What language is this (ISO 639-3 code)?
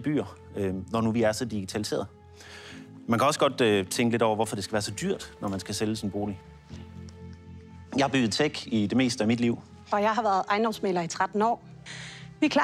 dan